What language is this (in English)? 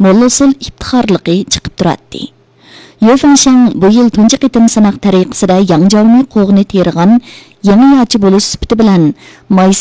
Uyghur